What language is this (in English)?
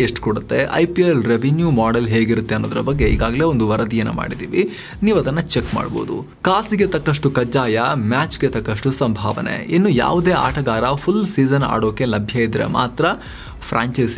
Kannada